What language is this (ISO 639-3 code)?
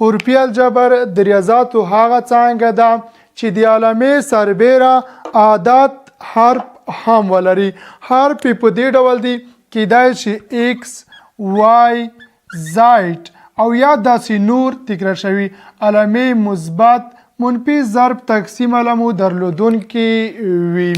pus